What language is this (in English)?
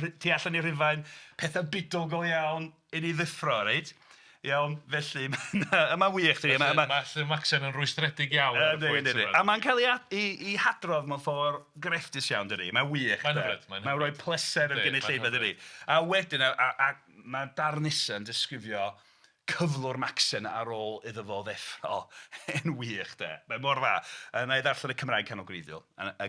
Welsh